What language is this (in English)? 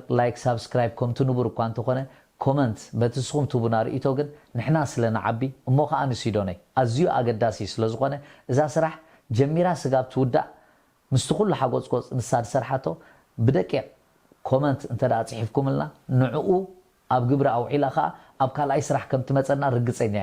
Tigrinya